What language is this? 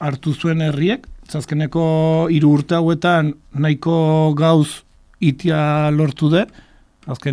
Basque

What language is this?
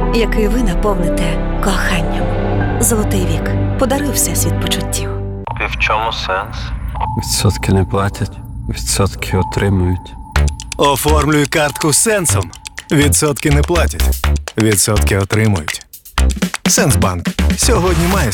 Ukrainian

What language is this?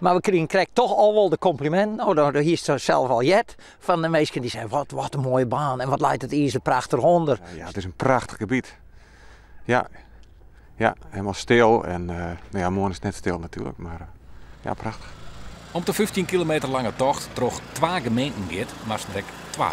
Western Frisian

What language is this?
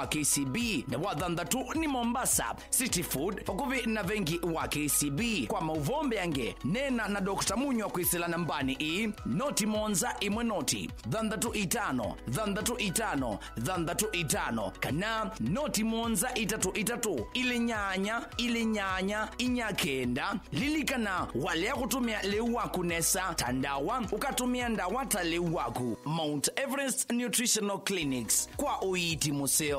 Kamba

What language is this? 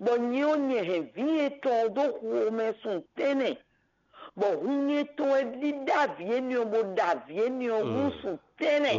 Fon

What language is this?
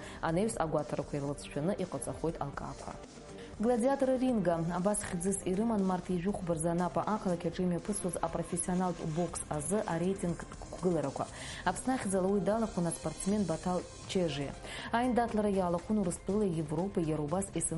Abkhazian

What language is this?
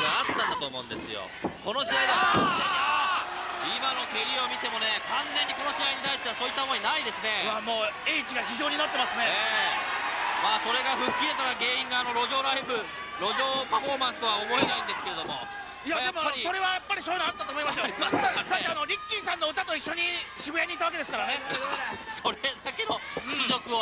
Japanese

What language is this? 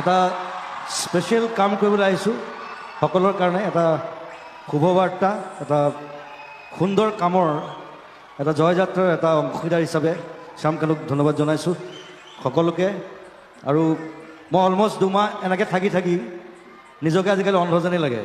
Assamese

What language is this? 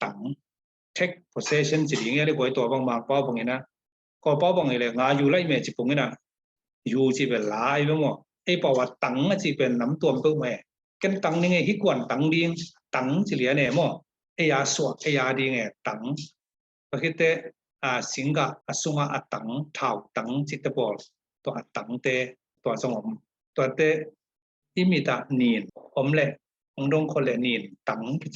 Tedim Chin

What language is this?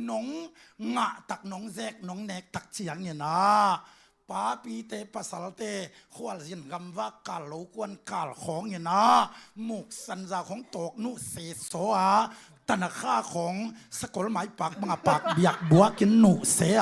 Tedim Chin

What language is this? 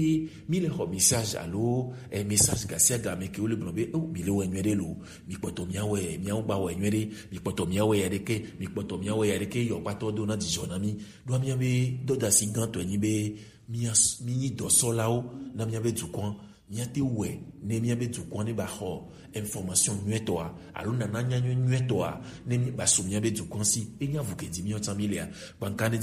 Gen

